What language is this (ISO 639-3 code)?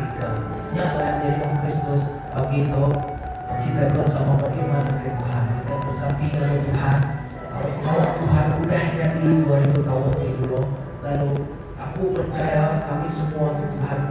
iba